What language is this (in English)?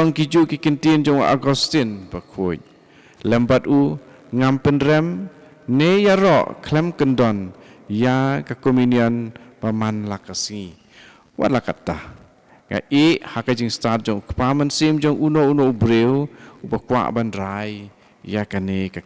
Khasi